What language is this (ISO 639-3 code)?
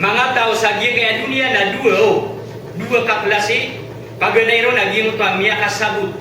mrw